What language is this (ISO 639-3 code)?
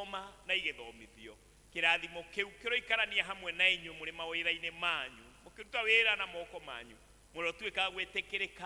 kik